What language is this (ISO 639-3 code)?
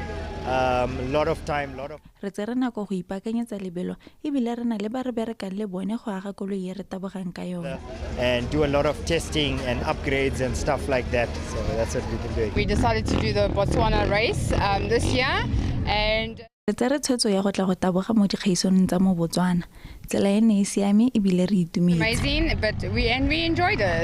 tsn